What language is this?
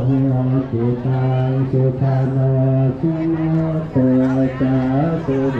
Pali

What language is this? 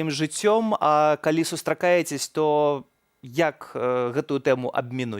Belarusian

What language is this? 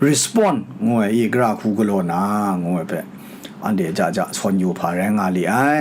Kachin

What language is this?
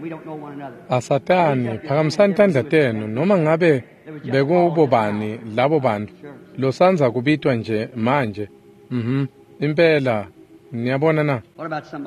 Swati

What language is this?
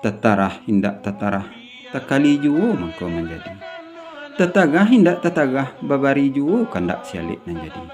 Minangkabau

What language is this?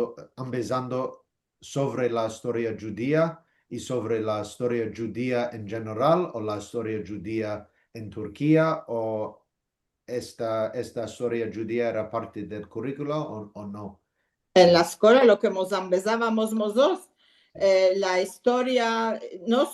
Ladino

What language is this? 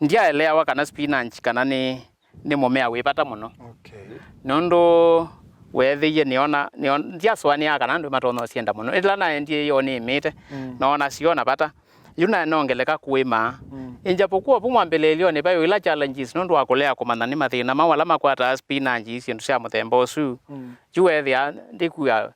Kamba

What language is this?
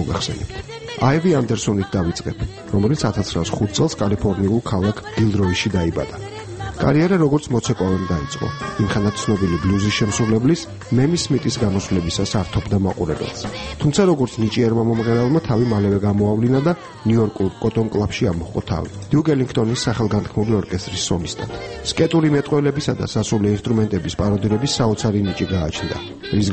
Georgian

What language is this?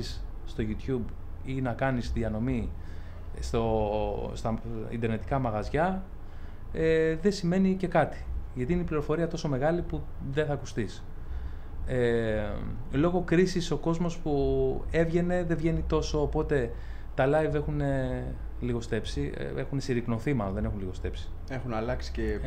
Greek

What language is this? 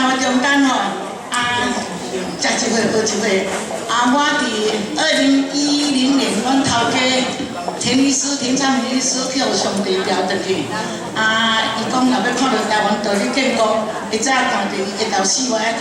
Min Nan Chinese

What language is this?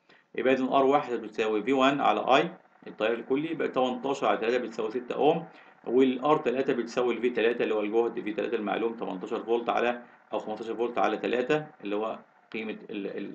Egyptian Arabic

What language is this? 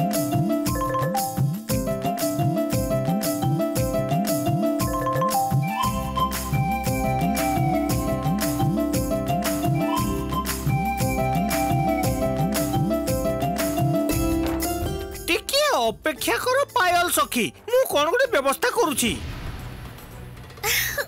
Odia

